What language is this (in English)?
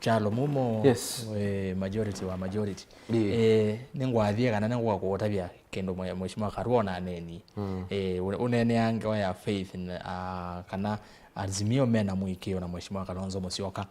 Kamba